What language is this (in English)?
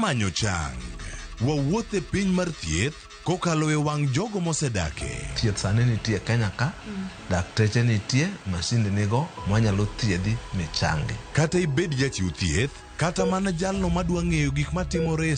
Luo (Kenya and Tanzania)